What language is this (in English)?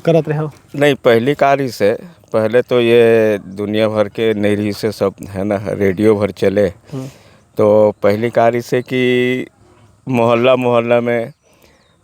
Chhattisgarhi